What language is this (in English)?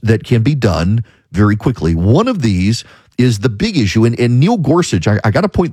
English